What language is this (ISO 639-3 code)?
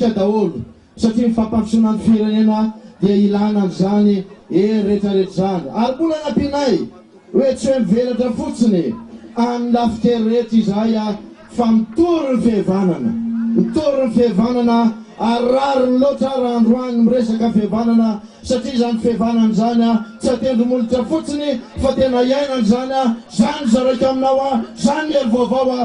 mlg